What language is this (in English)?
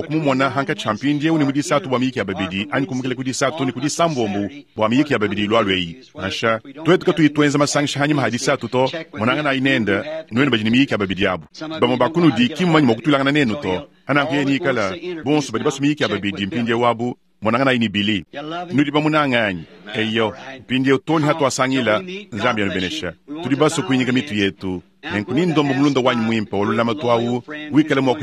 Luba-Lulua